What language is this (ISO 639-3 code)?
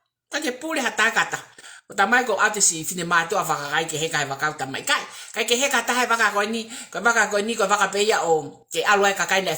ton